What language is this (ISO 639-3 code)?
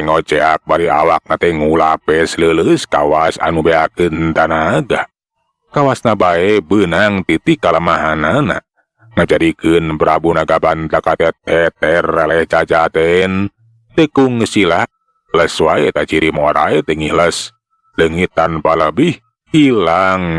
sun